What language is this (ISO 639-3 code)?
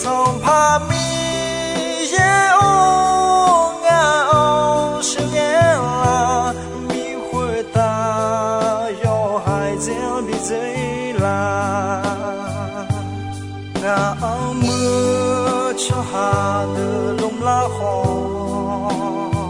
ahk